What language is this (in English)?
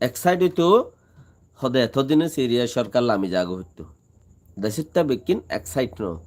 Rohingya